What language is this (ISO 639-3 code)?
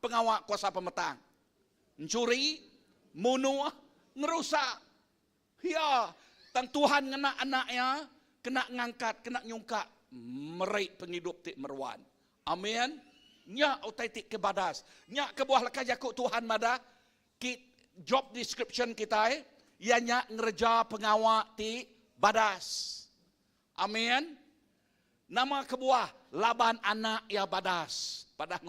iba